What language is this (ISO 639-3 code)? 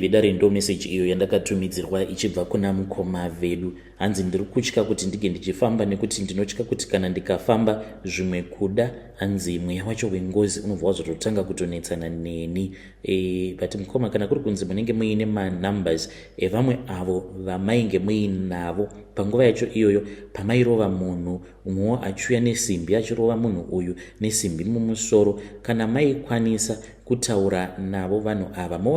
sna